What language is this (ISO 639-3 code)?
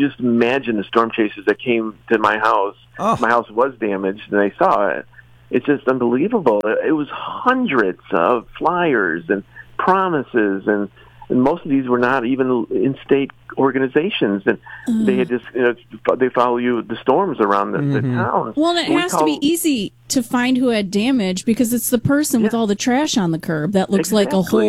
eng